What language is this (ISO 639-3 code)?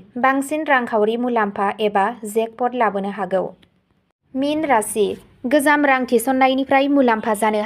brx